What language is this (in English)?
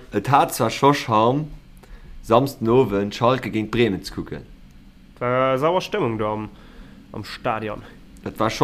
Luxembourgish